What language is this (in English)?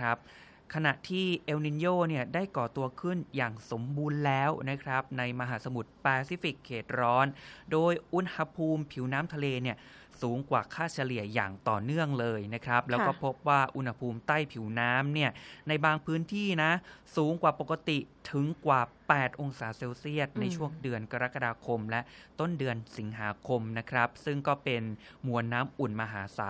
Thai